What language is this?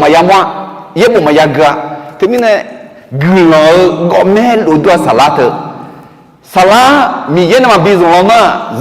Akha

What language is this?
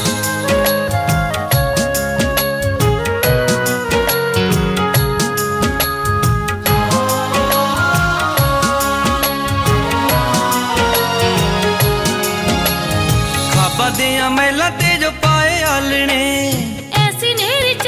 Punjabi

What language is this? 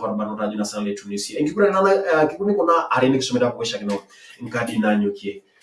Masai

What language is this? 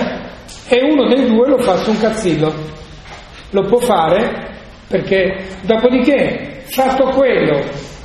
Italian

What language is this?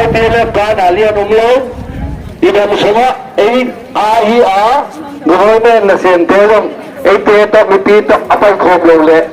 Paite Chin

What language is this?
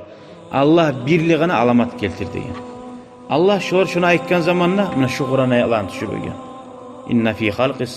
Kumyk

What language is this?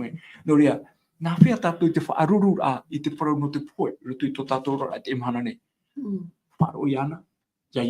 Tahitian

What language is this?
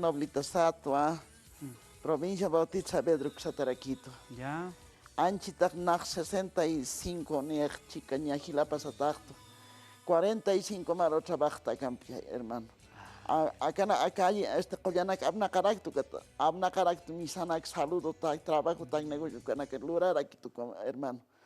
Aymara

